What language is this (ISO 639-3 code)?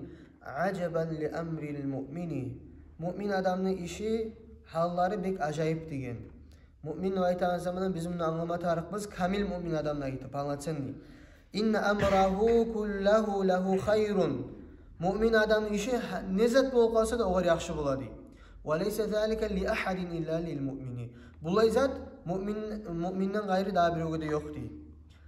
kum